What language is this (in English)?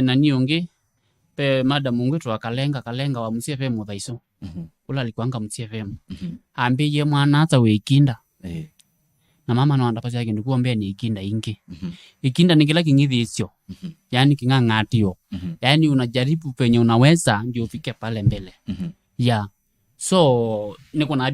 Kamba